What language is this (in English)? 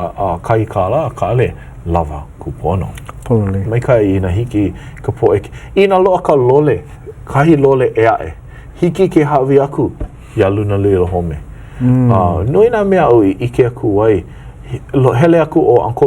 Hawaiian